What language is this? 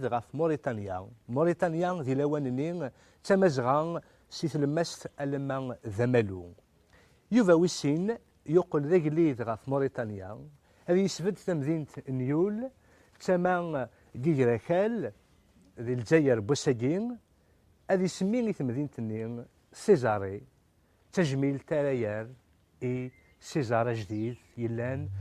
Kabyle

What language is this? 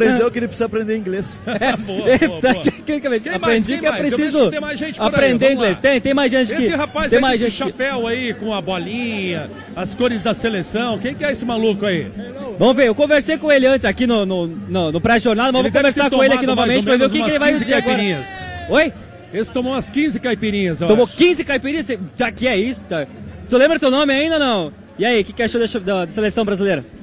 Portuguese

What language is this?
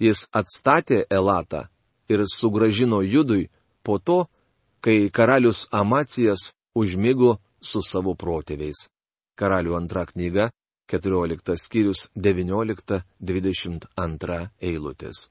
Lithuanian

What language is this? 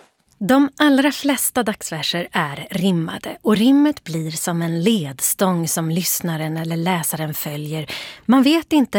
Swedish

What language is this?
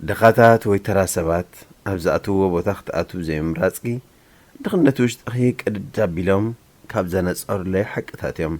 Tigrinya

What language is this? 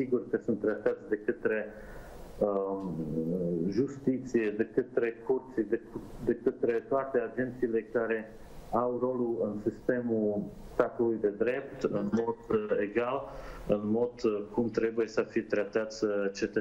Romanian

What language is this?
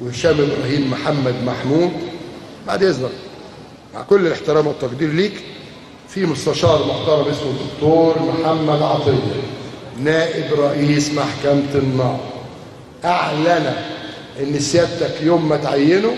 Egyptian Arabic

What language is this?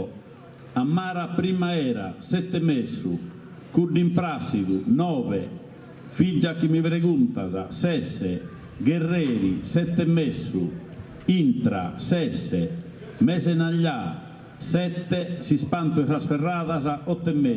Sardinian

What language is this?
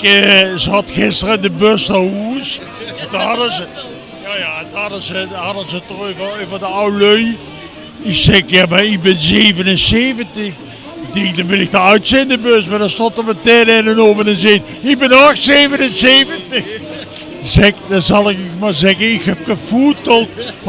Limburgish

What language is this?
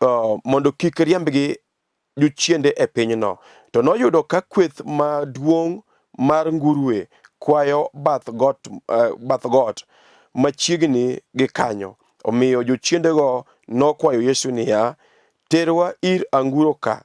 Luo (Kenya and Tanzania)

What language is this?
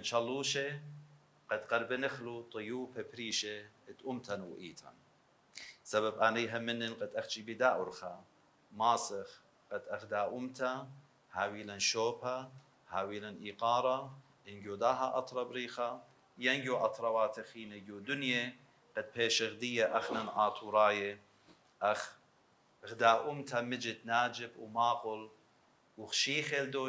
Assyrian Neo-Aramaic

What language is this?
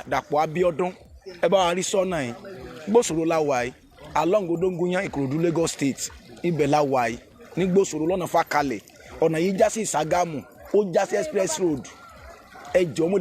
Yoruba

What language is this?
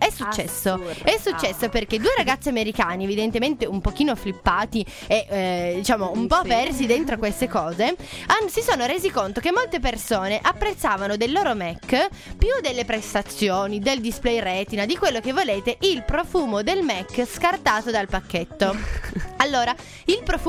Italian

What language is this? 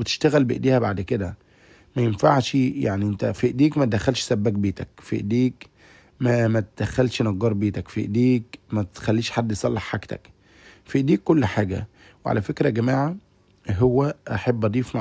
Egyptian Arabic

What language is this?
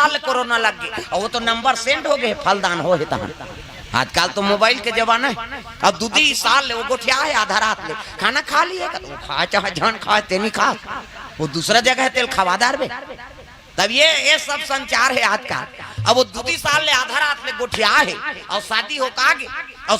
Chhattisgarhi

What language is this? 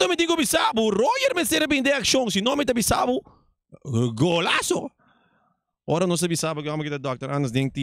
Papiamento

